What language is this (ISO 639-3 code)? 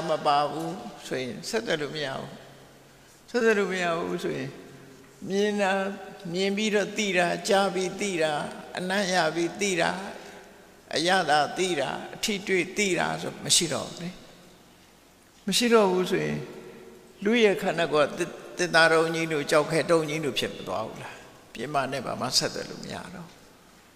mya